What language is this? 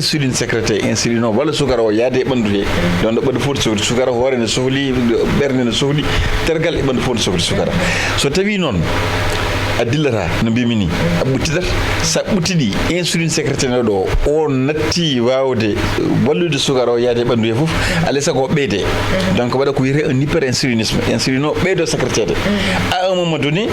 Fula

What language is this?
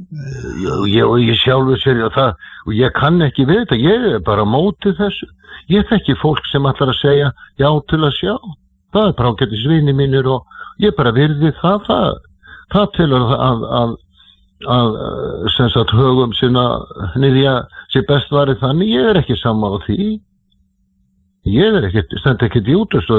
Icelandic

